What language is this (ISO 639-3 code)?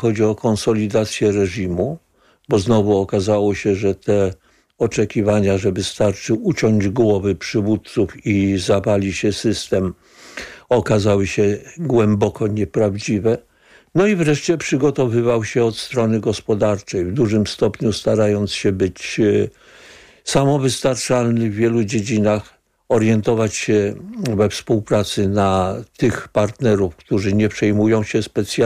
pol